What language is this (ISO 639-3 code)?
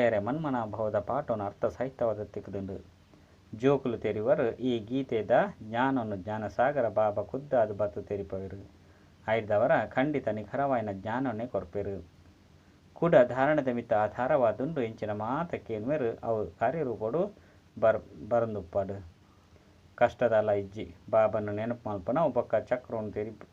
tcy